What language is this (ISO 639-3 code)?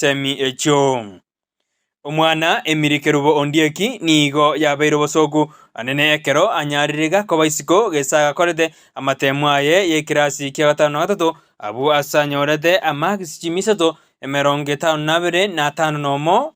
guz